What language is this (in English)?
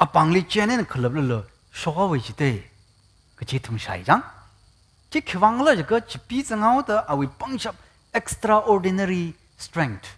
Tangkhul Naga (India)